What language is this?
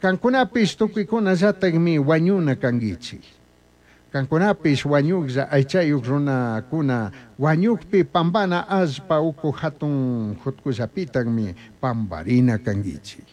Chimborazo Highland Quichua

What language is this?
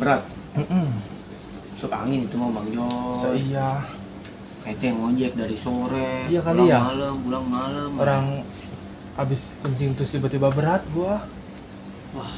Betawi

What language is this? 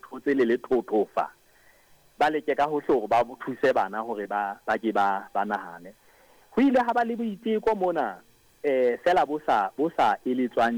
Southern Sotho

